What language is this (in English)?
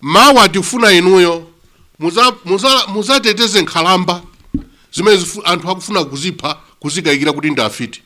Nyanja